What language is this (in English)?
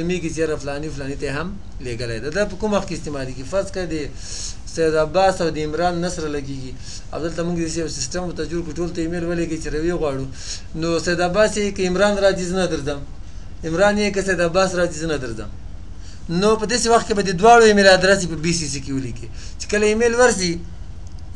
Pashto